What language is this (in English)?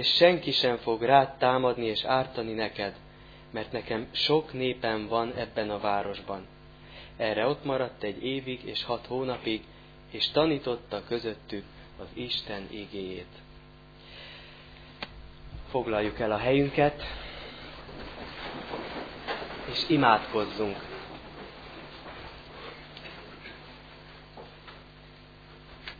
Hungarian